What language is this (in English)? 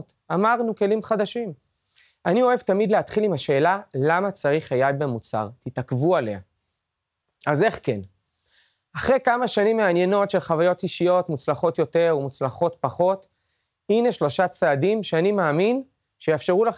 Hebrew